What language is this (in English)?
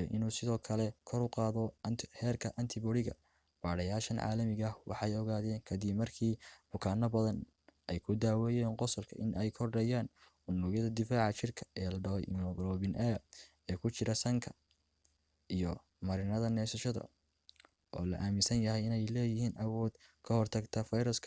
Somali